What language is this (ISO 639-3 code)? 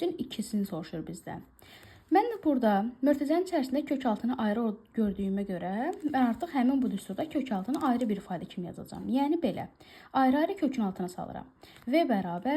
aze